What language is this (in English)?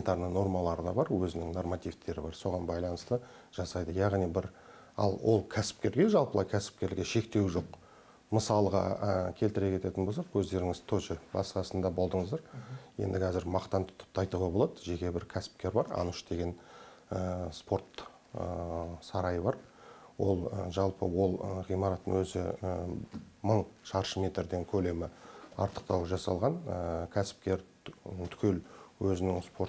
Kazakh